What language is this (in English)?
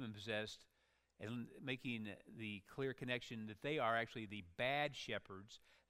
English